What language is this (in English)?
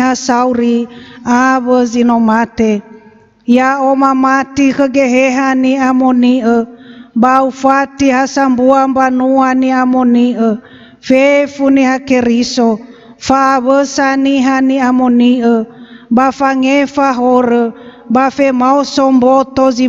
Nias